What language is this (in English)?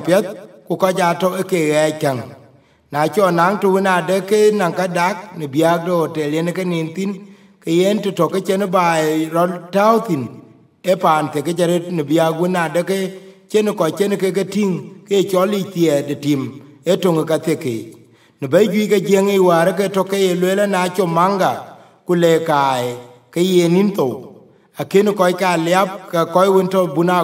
Dinka